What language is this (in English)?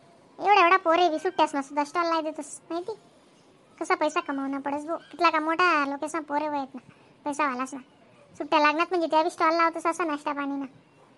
Khandesi